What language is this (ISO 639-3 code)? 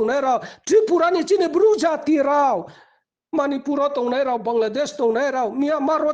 ria